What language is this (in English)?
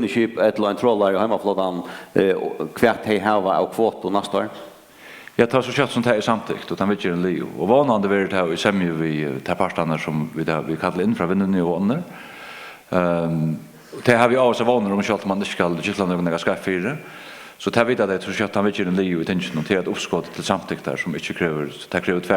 Faroese